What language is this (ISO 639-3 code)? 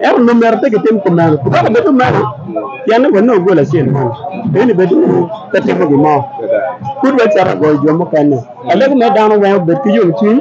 ach